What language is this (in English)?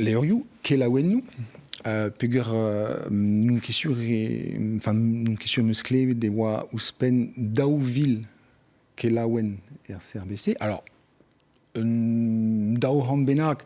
Breton